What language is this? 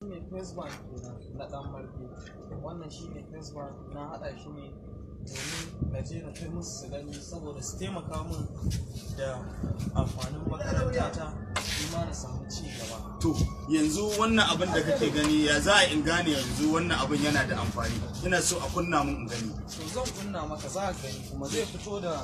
Hausa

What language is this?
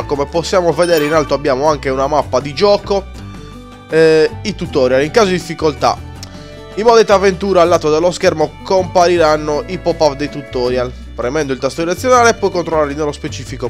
Italian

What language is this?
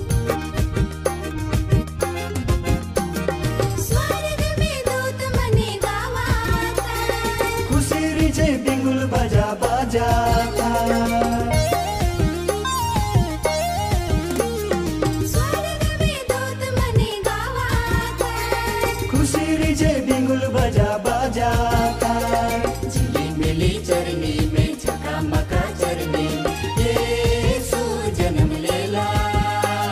Sadri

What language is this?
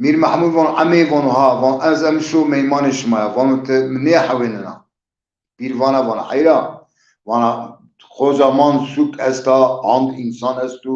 Zaza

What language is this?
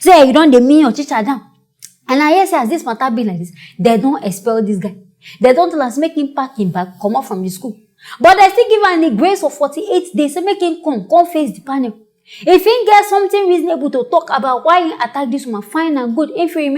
Nigerian Pidgin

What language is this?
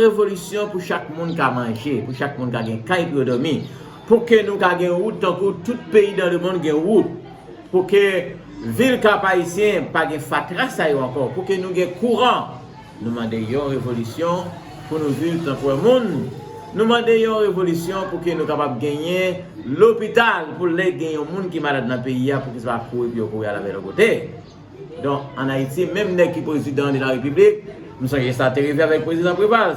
Haitian Creole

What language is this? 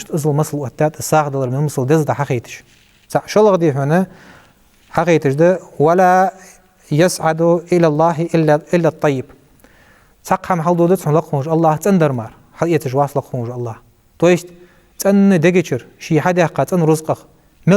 Ingush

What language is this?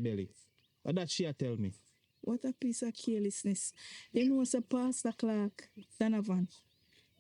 Jamaican Creole English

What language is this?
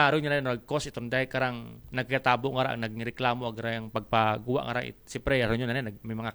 Aklanon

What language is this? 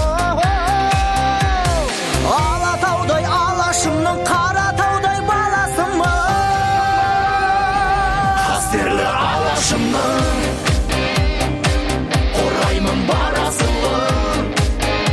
Kazakh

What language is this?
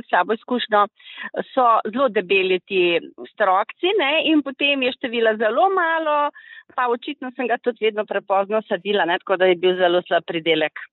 Slovenian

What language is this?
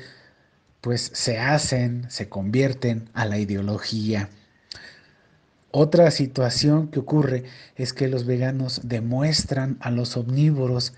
Spanish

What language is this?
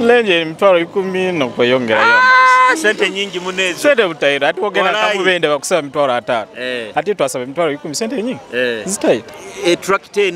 Nyoro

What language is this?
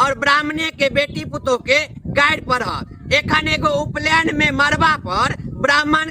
Maithili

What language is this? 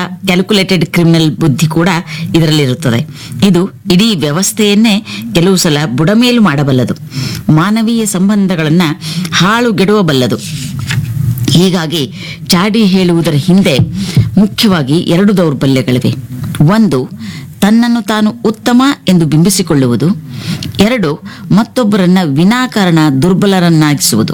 Kannada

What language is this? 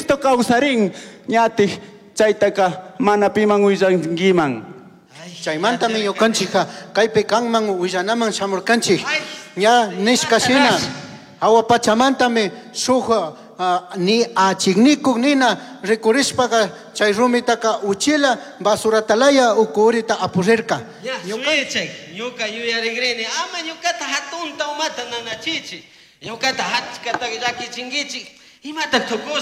Chimborazo Highland Quichua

